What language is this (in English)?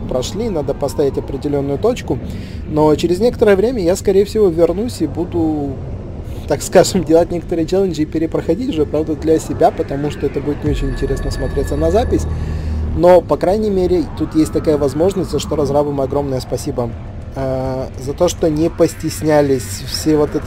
Russian